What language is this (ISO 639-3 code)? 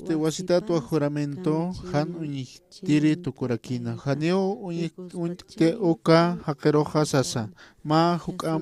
aym